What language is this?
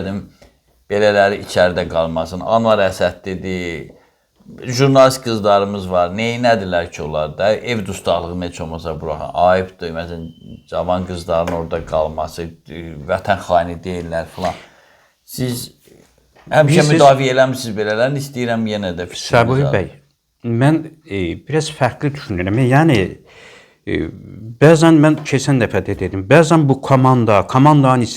Azerbaijani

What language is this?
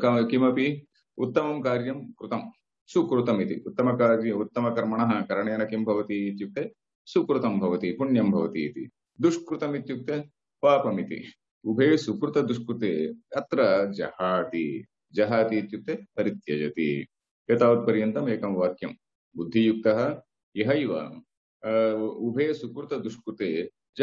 Sanskrit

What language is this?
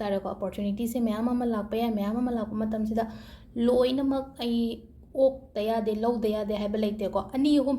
Manipuri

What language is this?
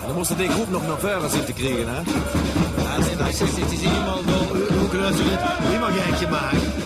Limburgish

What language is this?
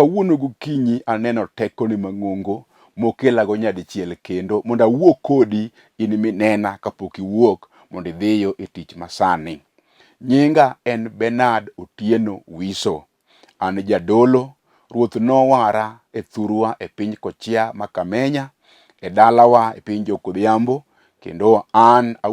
Luo (Kenya and Tanzania)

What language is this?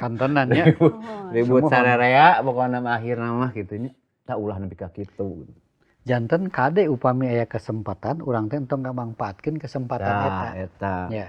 Sundanese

